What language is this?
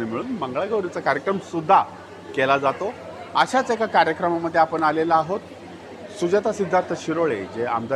Marathi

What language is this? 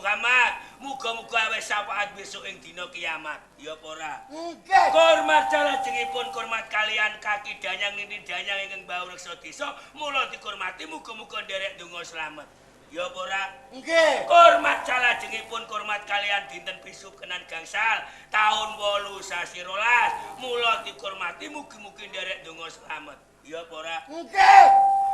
Javanese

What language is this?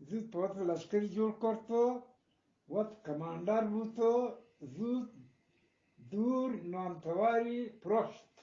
Eastern Balochi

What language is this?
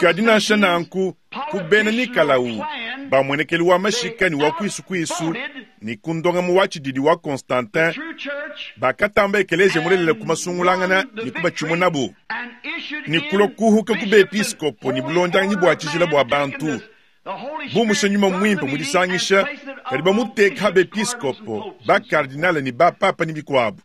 Luba-Lulua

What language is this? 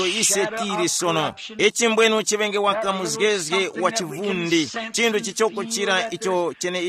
Tumbuka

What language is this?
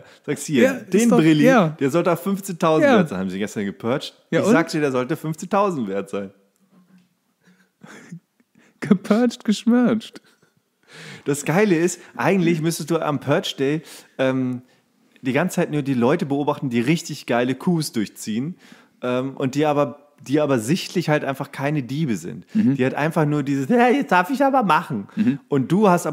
German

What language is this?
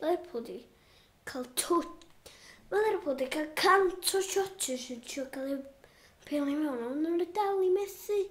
Welsh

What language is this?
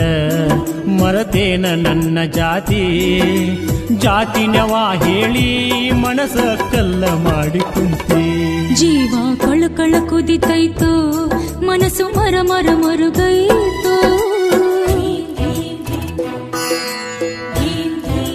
Kannada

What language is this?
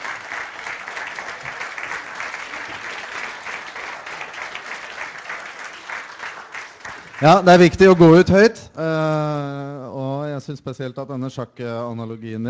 Norwegian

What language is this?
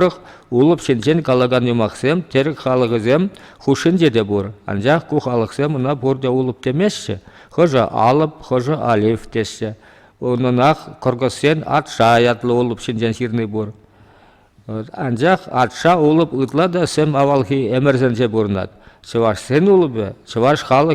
Chuvash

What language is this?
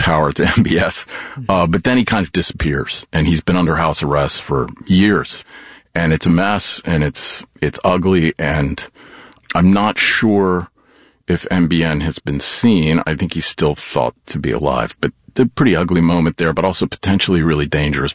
English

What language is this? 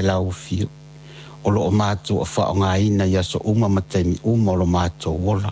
Samoan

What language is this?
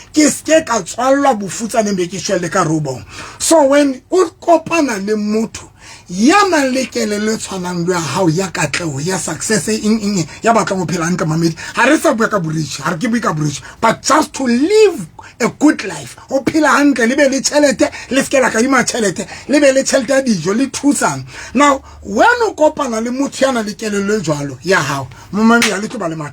Southern Sotho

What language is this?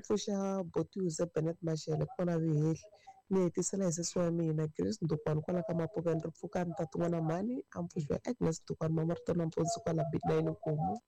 Tsonga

